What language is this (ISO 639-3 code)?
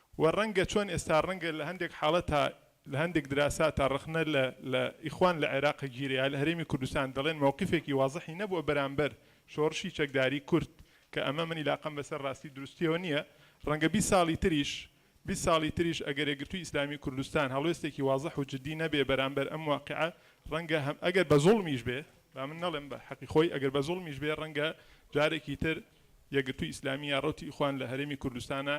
ckb